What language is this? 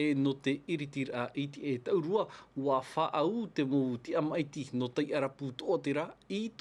Tahitian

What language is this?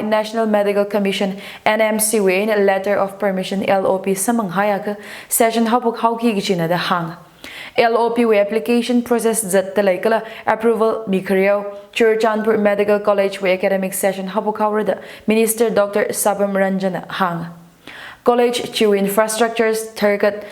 Tangkhul Naga (India)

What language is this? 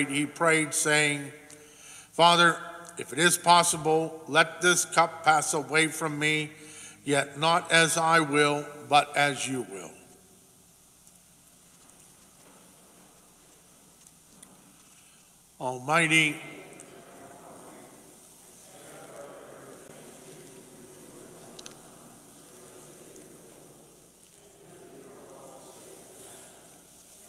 English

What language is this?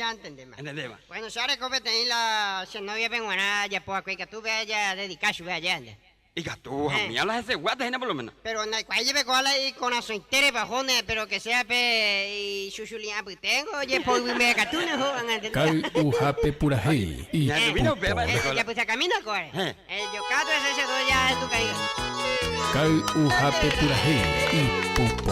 Guarani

